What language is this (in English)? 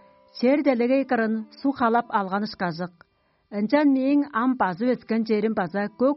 Tuvinian